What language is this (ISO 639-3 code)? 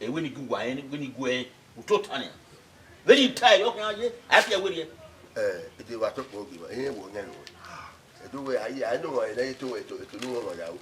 bin